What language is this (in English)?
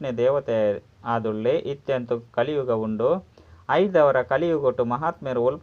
Tulu